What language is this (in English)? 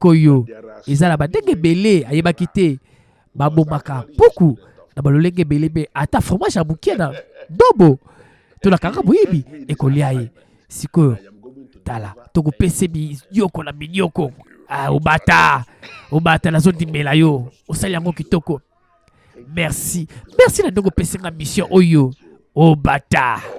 Lingala